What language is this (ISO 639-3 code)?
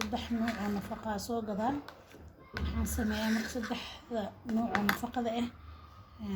som